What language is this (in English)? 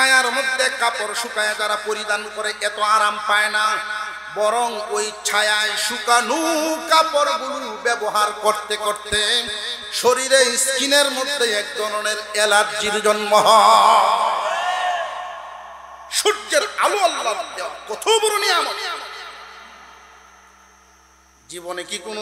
Bangla